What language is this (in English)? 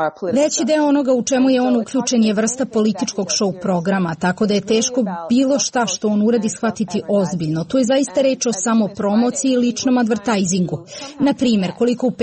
Serbian